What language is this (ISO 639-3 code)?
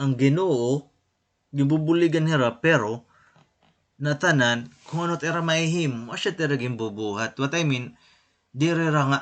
war